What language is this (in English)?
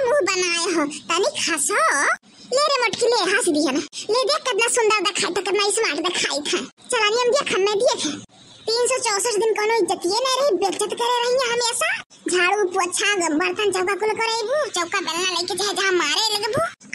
Awadhi